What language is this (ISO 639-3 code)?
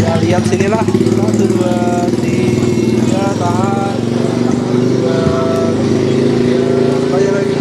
mhy